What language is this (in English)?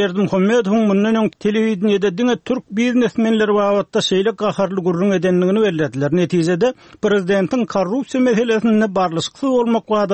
Turkmen